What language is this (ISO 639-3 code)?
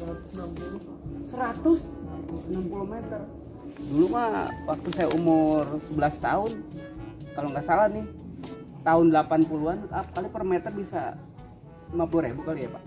bew